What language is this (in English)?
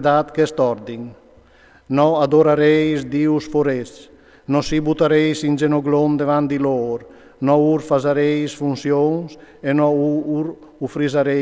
Friulian